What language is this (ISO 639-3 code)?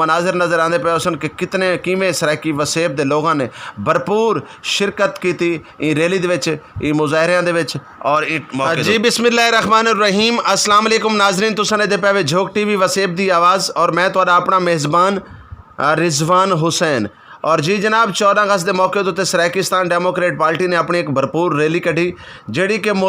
skr